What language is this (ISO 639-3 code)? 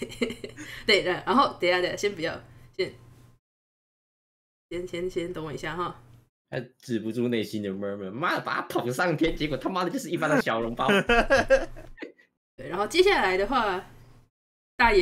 zho